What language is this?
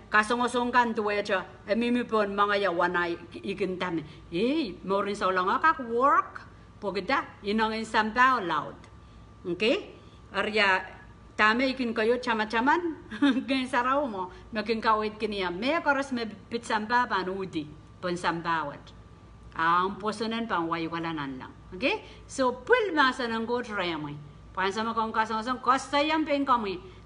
Pohnpeian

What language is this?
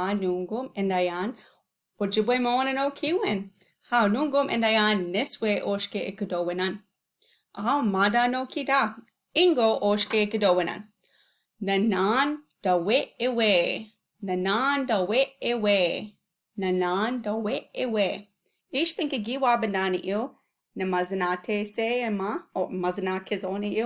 Chippewa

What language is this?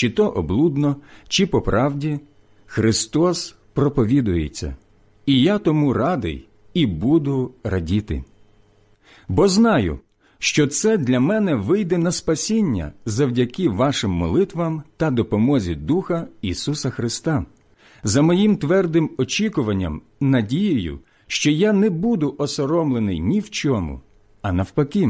Ukrainian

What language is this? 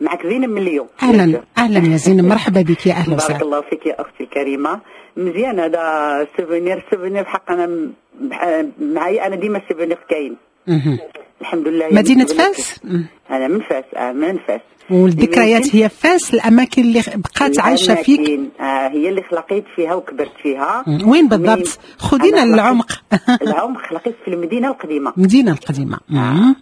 Moroccan Arabic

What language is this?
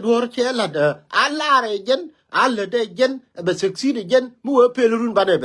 Nuer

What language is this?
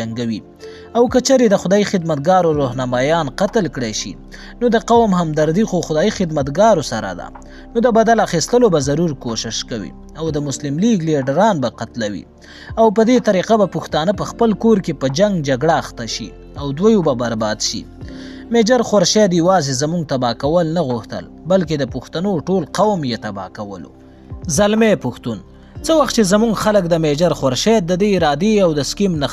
Pashto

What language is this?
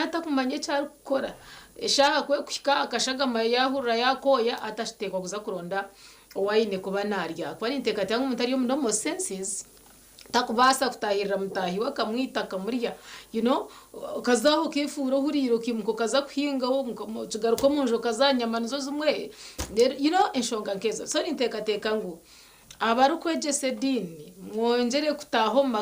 Nyankole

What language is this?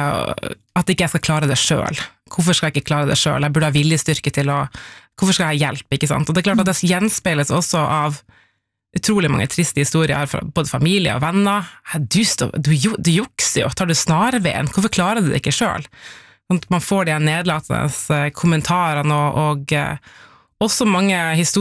Norwegian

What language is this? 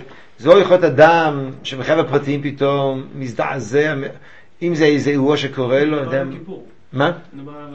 Hebrew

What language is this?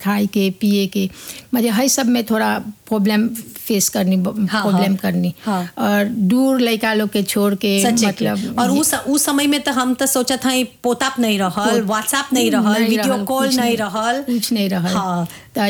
Bhojpuri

